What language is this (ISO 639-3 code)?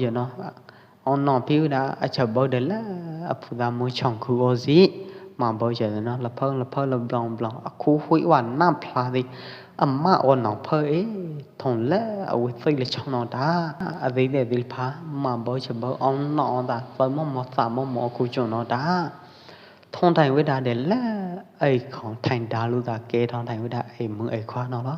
kjp